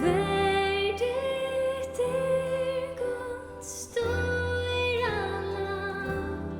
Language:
Faroese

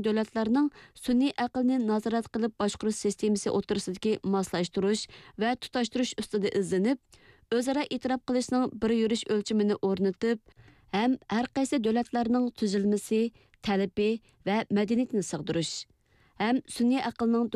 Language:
Uyghur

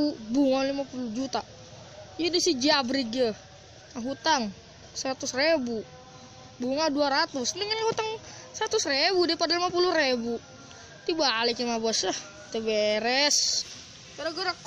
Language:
Sundanese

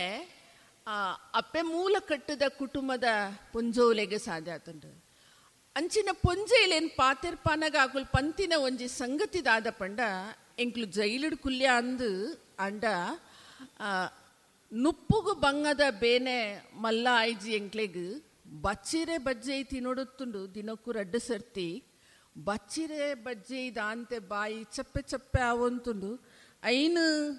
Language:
Tulu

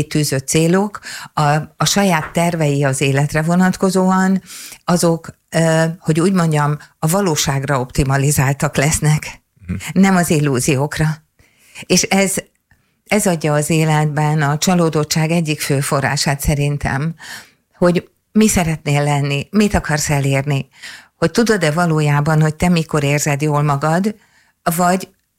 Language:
Hungarian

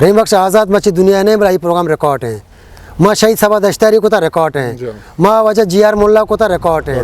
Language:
Eastern Balochi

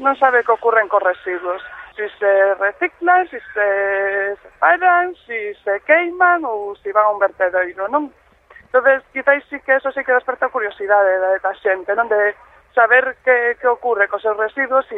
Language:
Galician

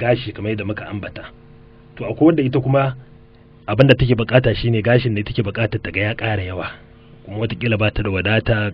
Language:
Hausa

